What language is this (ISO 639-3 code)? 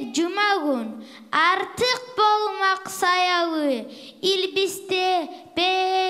kum